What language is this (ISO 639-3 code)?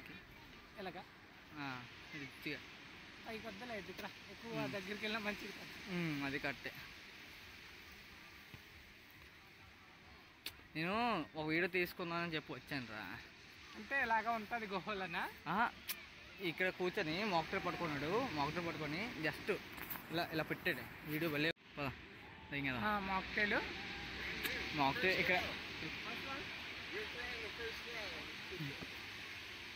tel